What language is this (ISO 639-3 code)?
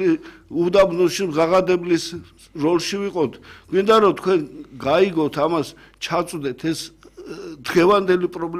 kat